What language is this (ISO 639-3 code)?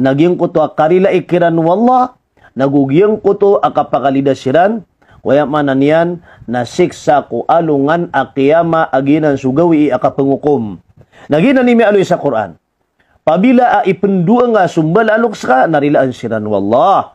mrw